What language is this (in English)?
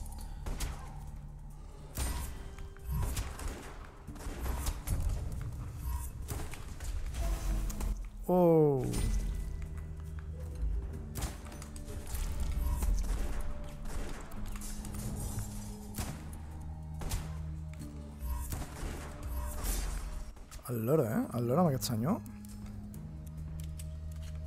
Catalan